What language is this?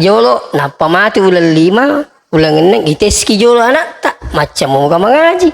Buginese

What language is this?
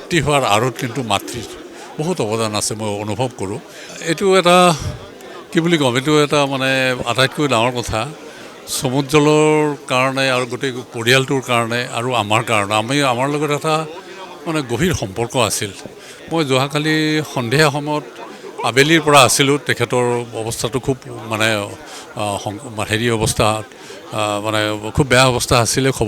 Assamese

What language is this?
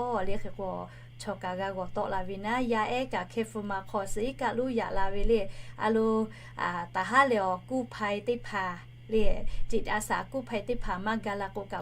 Lahu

